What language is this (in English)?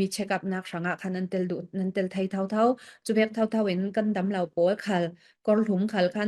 Falam Chin